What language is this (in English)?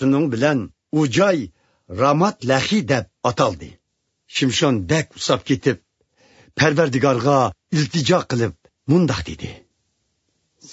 Uyghur